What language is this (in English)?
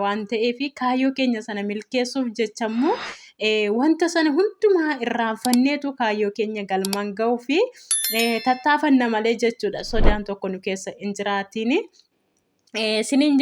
Oromo